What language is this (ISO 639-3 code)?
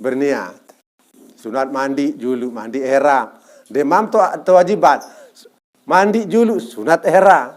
sas